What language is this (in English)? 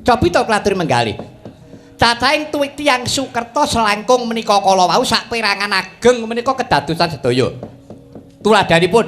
Javanese